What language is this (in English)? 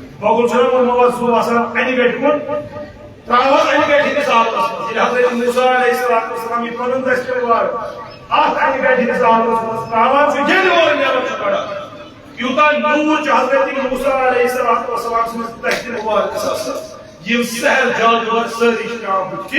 Kashmiri